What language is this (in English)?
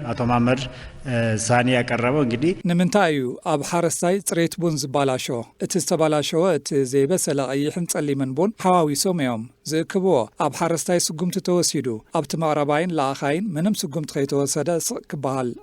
Tigrinya